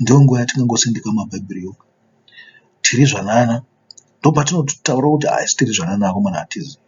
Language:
Shona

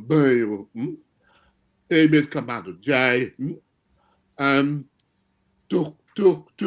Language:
Acoli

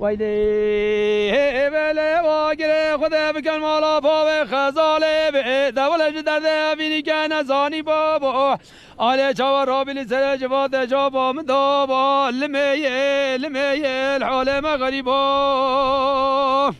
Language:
Kurdish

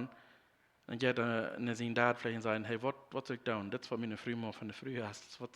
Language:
Plautdietsch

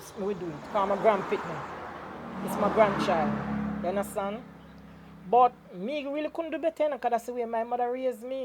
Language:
Jamaican Creole English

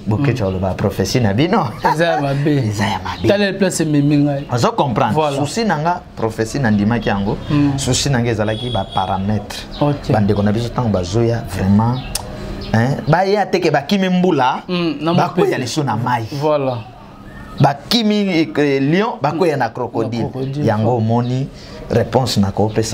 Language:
Lingala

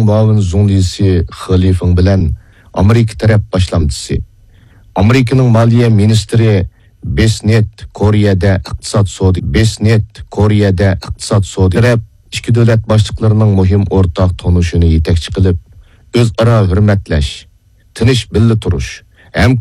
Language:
Uyghur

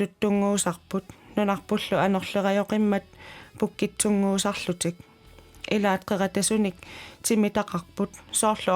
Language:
Kalaallisut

